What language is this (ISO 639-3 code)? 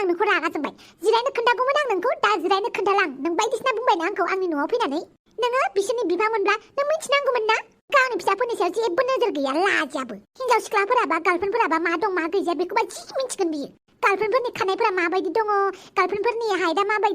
brx